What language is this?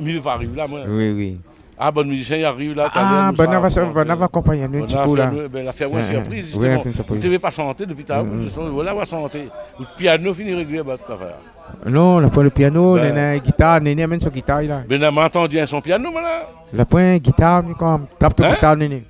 Réunion Creole French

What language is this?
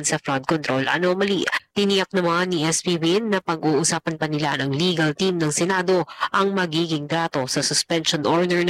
Filipino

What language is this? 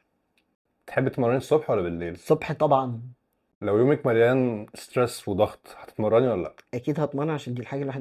Egyptian Arabic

